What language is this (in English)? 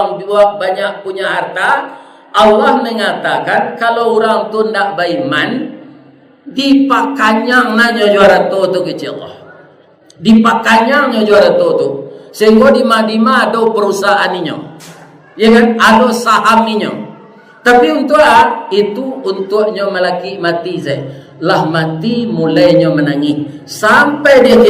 Minangkabau